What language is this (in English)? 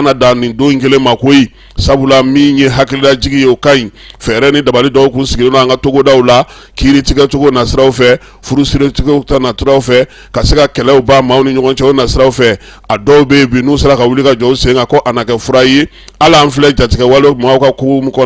Bambara